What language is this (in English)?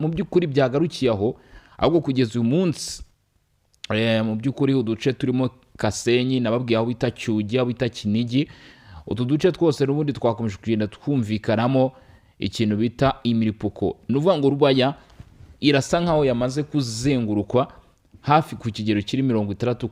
Kinyarwanda